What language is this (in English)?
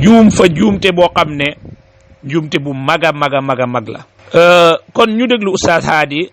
Wolof